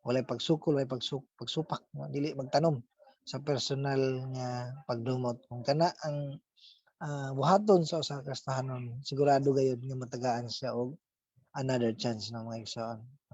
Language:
Cebuano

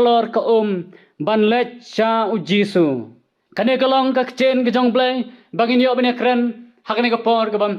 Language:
Khasi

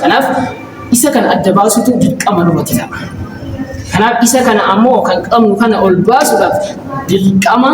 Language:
Oromo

